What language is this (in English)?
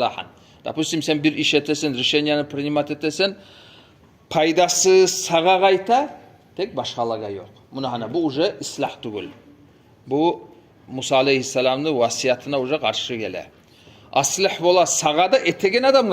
Kumyk